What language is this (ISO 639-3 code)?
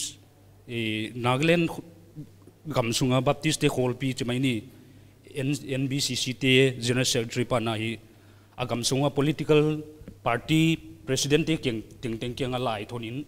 pck